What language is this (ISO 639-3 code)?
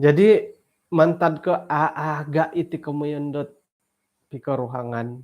dtp